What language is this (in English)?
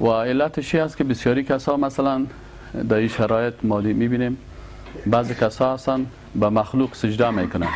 Persian